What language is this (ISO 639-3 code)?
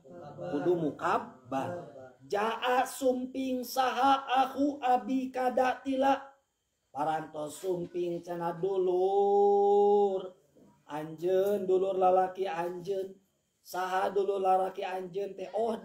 sun